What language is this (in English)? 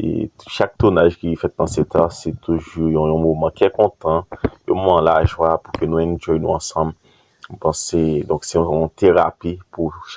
Haitian Creole